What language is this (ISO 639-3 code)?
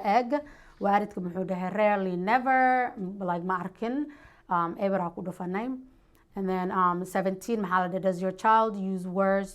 som